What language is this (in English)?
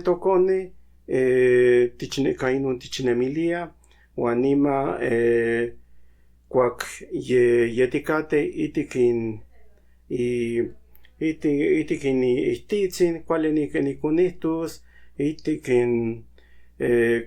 Central Nahuatl